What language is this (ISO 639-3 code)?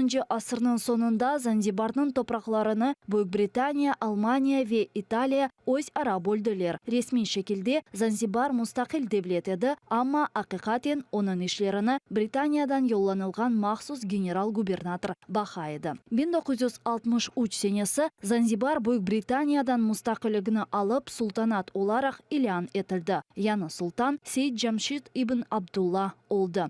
crh